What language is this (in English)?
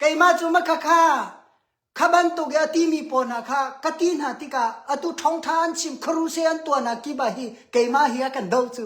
Hakha Chin